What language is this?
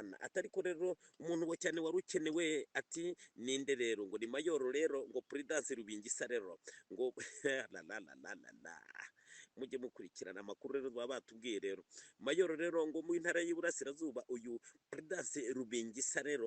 Kinyarwanda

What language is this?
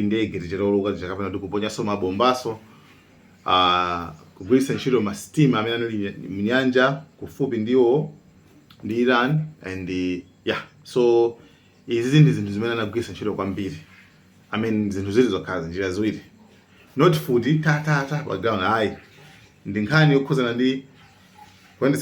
Nyanja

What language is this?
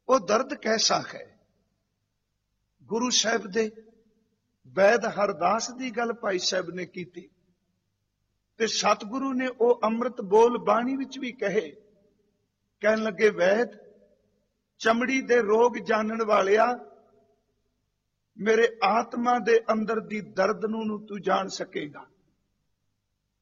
Punjabi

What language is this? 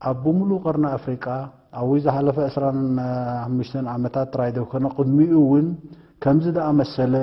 Tigrinya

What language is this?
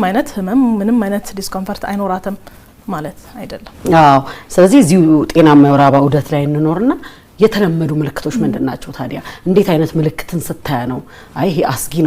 Amharic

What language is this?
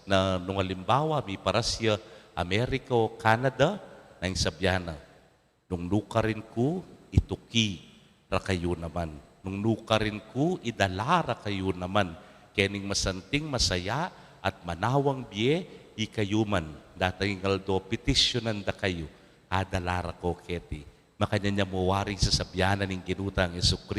Pampanga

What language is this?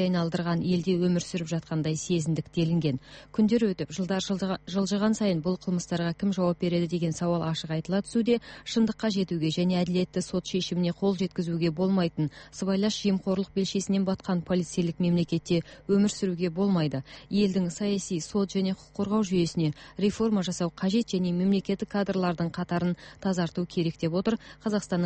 Kazakh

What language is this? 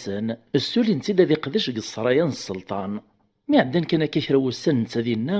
Kabyle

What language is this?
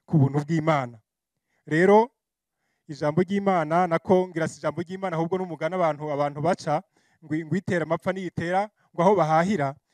Kinyarwanda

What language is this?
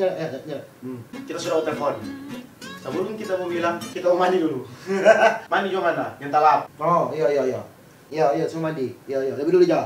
Manado Malay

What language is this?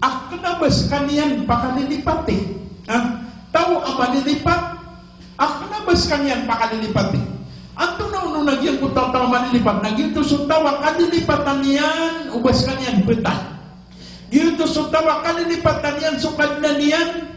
Maranao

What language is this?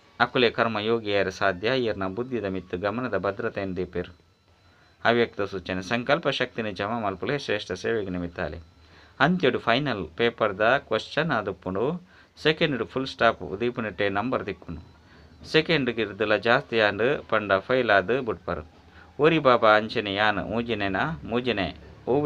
Tulu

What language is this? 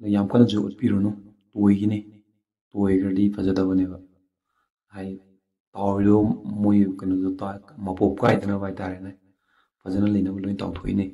Manipuri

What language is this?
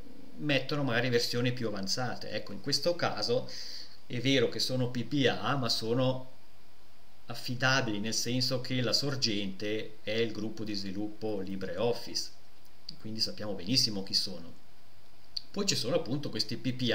Italian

